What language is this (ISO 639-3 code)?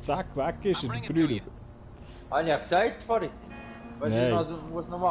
gsw